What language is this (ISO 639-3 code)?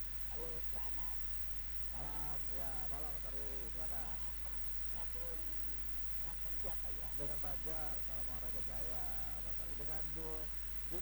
ind